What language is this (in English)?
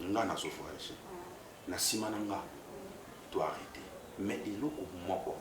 Lingala